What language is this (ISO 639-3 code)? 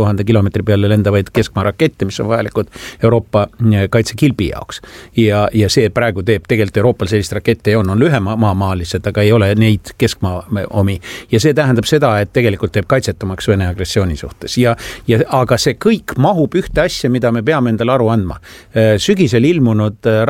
est